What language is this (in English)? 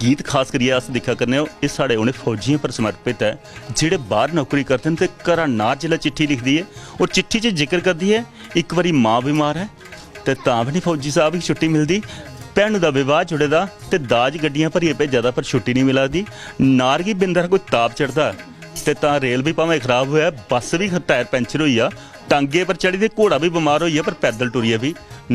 Dogri